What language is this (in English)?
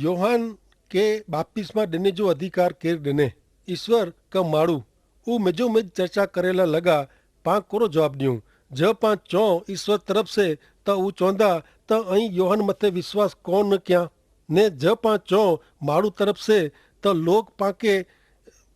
Kachhi